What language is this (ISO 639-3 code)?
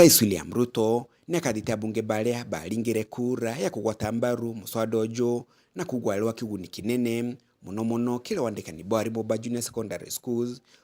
mer